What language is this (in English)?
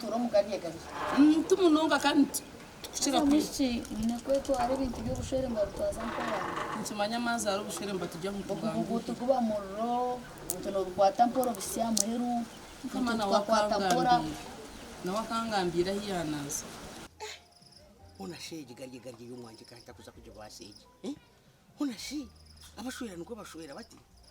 Nyankole